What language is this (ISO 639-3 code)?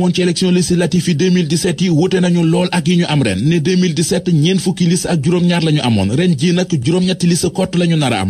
wol